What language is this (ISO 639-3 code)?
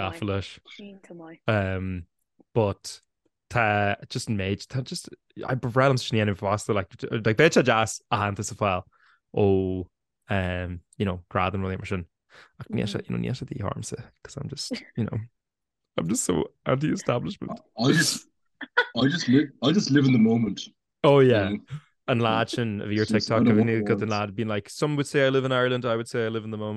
gle